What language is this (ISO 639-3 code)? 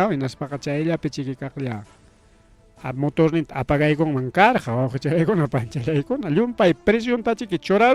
quy